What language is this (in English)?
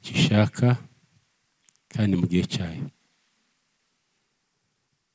Kinyarwanda